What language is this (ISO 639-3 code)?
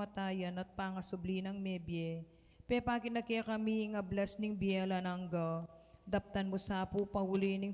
pam